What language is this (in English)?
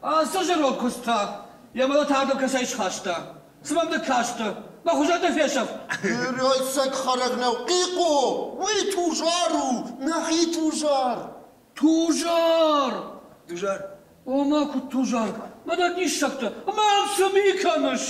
Ossetic